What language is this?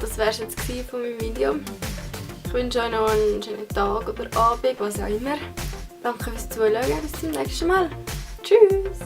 Swiss German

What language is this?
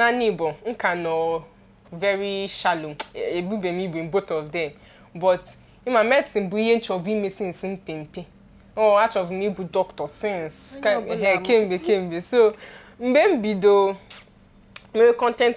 Igbo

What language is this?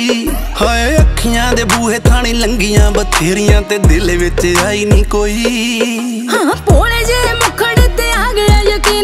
Punjabi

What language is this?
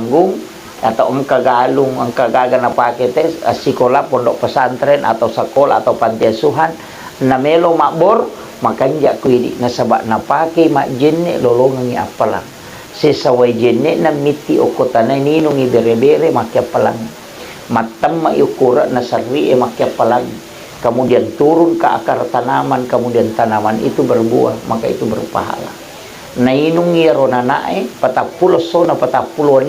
Buginese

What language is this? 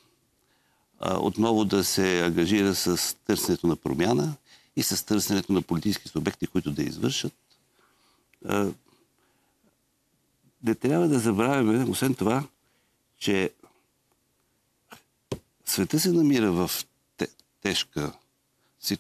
Bulgarian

